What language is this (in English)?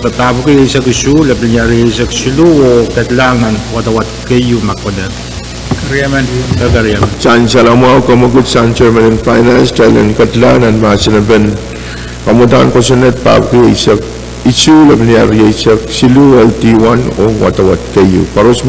Pohnpeian